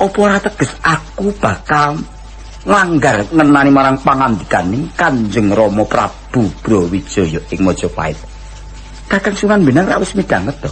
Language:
Javanese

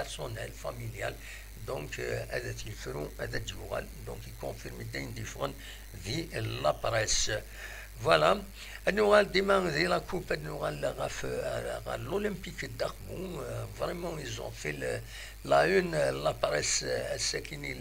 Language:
Kabyle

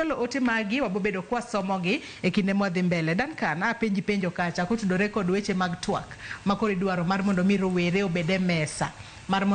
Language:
Luo (Kenya and Tanzania)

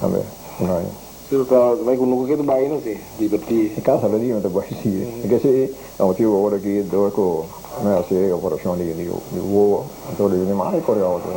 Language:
Papiamento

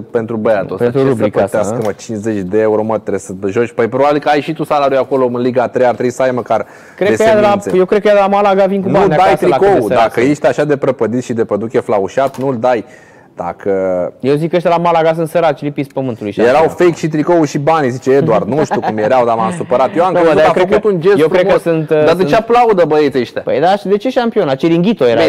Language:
Romanian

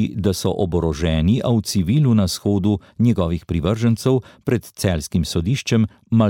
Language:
Slovenian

